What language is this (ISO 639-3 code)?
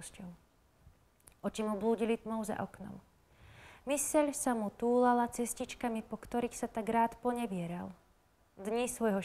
slk